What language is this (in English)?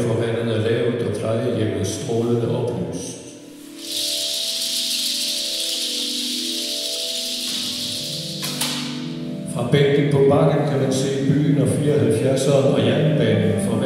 Danish